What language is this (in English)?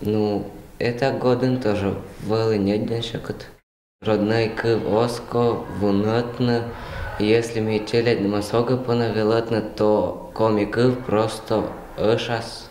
Komi-Permyak